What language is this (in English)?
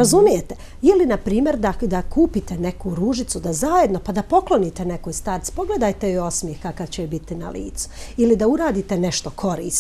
Serbian